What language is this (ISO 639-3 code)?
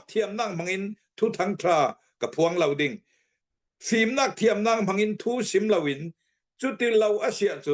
cnh